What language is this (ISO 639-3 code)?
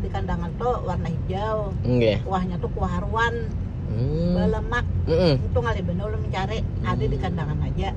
bjn